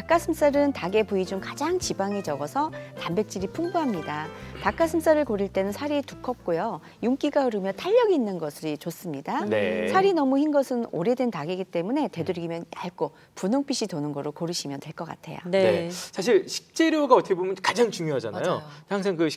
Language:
Korean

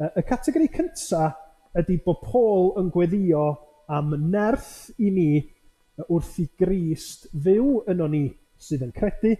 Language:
Welsh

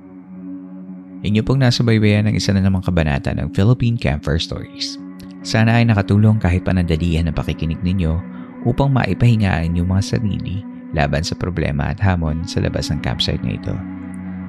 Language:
Filipino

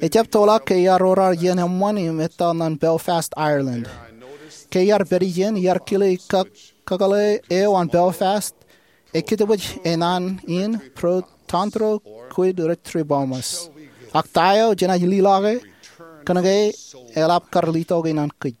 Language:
Marshallese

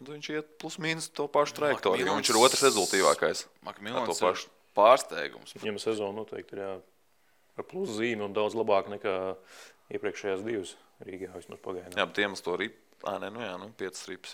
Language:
Latvian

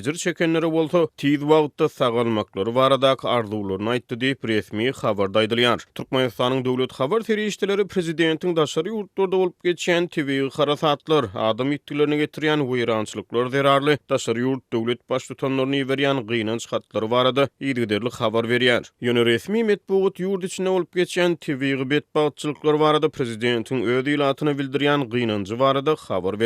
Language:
Turkmen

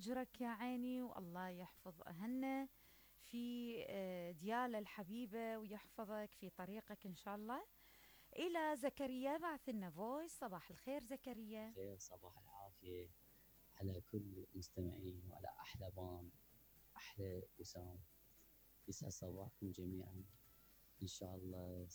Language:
Mesopotamian Arabic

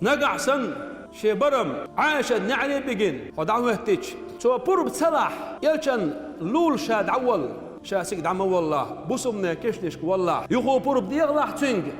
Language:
Chechen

